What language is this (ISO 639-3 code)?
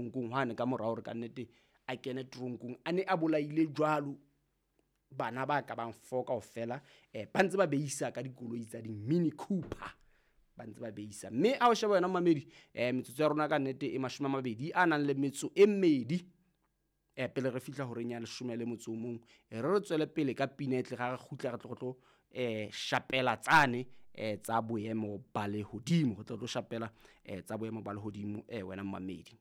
sot